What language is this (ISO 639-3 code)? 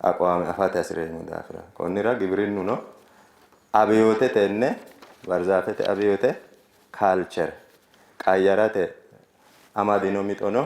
sid